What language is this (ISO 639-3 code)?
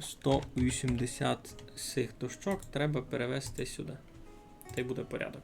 rue